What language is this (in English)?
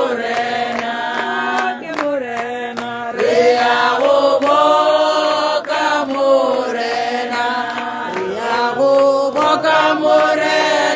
Tswana